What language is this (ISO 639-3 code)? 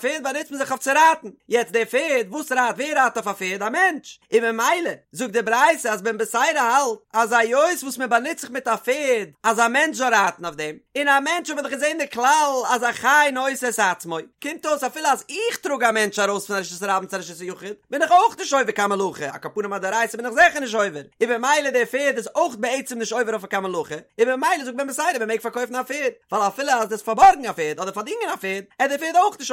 yid